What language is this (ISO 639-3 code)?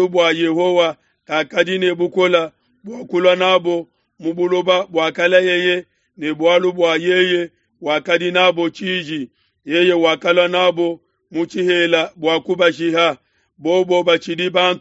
lua